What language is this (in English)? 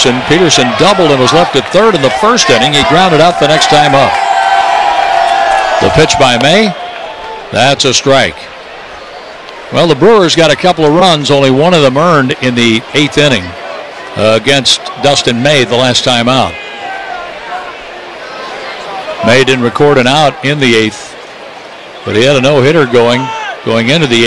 English